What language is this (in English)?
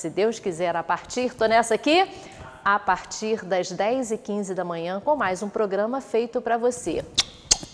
Portuguese